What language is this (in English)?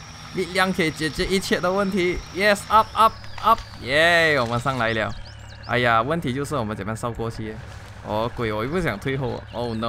Chinese